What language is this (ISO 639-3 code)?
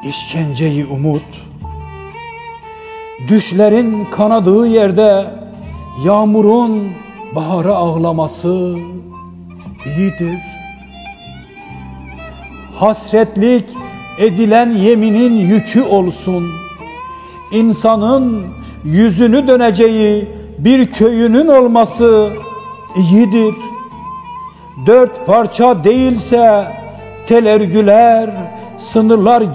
tur